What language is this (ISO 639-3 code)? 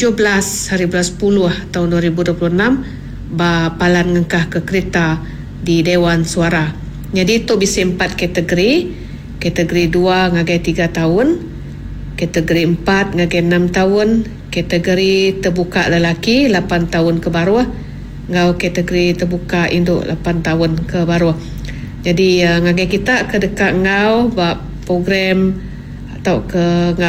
iba